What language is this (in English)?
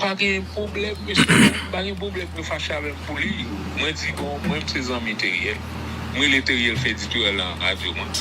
Haitian Creole